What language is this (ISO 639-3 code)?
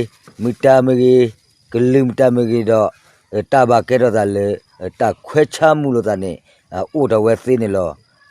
ksw